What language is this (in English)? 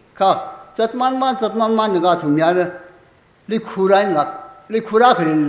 Tangkhul Naga (India)